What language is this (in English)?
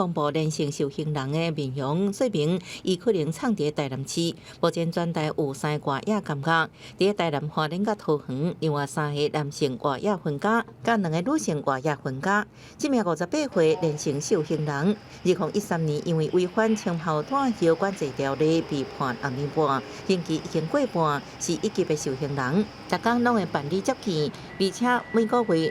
Min Nan Chinese